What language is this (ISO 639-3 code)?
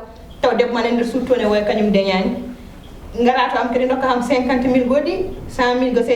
ful